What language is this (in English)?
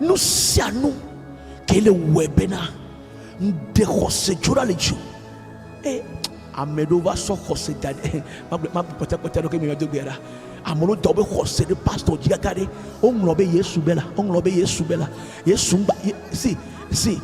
Ewe